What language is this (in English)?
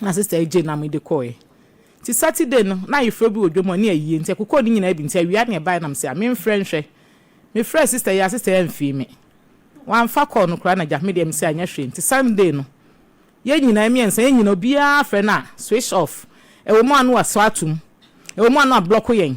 Akan